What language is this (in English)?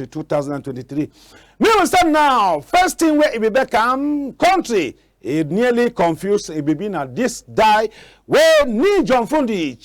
Cameroon Pidgin